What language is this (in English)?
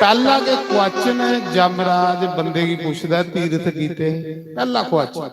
Dogri